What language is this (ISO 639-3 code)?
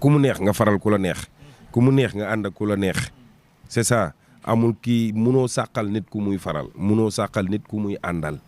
wol